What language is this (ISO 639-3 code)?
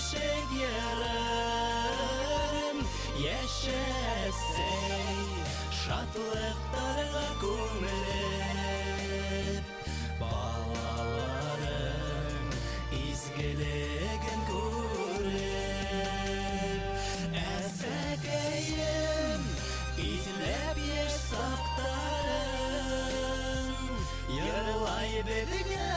bak